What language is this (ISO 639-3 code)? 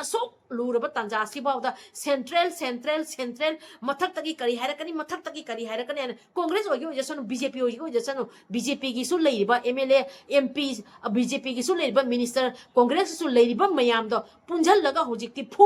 mni